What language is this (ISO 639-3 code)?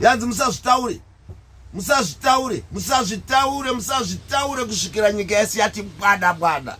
sna